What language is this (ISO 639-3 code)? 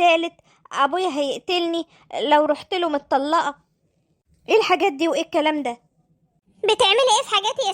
arz